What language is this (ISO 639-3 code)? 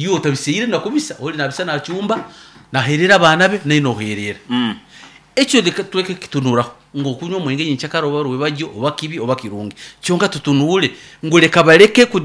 nyn